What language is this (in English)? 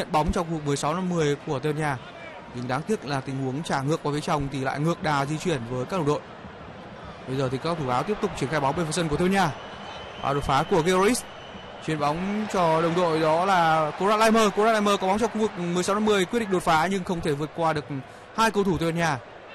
Vietnamese